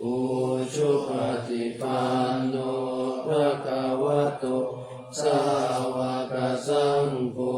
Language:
Pali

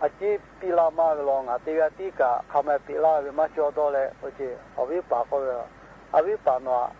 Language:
Lahu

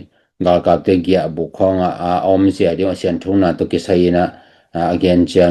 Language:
Tedim Chin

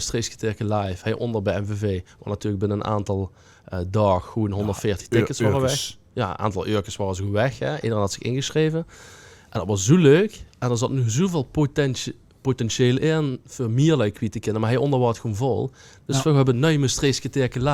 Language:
Limburgish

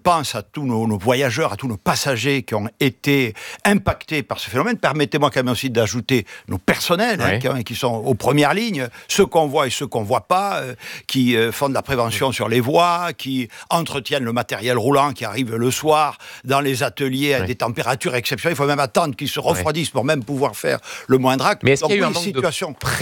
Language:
French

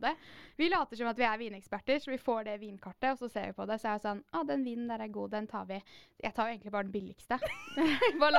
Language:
Norwegian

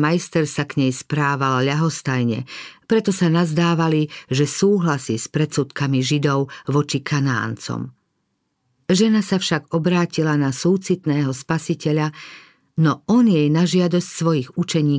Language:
Slovak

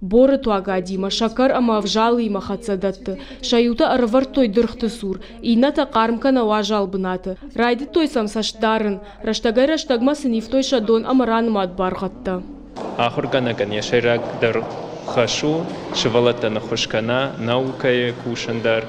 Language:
Ossetic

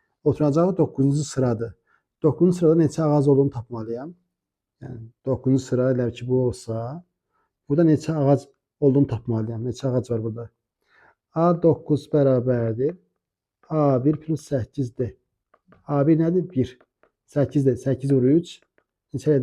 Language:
Azerbaijani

